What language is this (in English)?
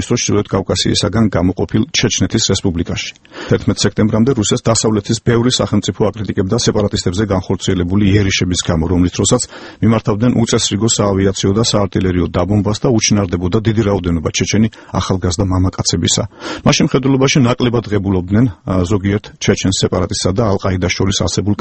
Georgian